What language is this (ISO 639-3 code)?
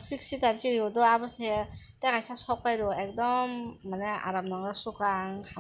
trp